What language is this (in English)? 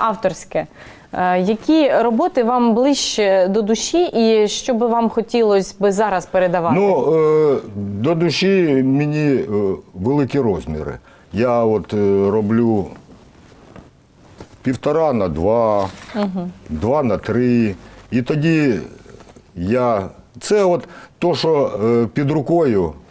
Ukrainian